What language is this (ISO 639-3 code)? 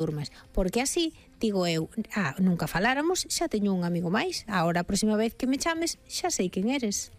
glg